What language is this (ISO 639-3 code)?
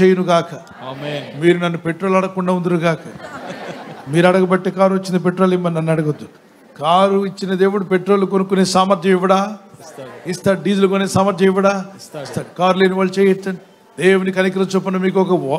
tel